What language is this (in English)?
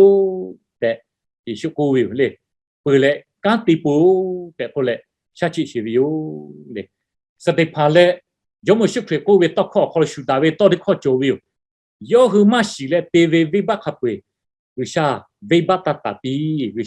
Lahu